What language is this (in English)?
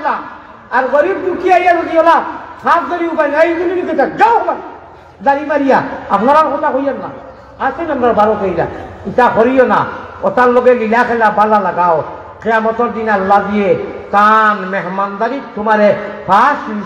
Sylheti